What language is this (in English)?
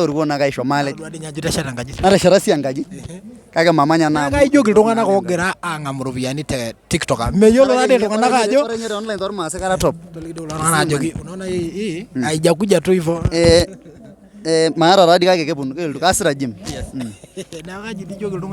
Masai